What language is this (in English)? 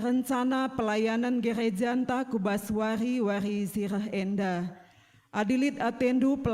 Batak Karo